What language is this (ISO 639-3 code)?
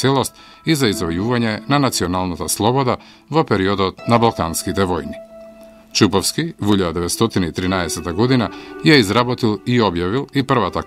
mkd